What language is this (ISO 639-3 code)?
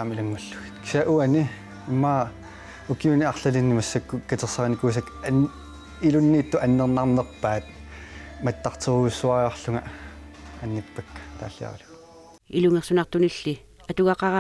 kal